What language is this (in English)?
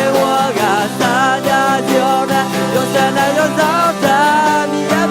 Akha